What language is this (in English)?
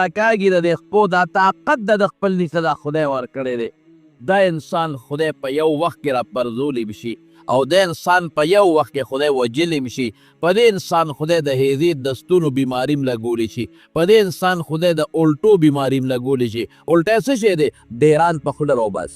Pashto